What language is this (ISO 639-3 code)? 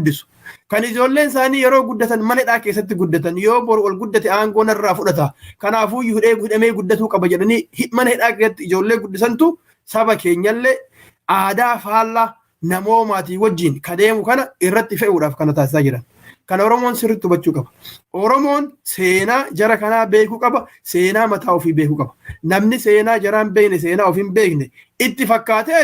orm